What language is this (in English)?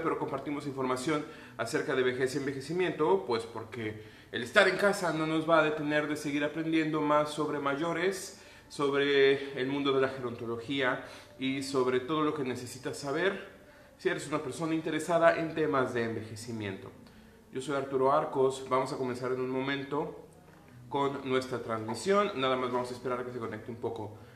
Spanish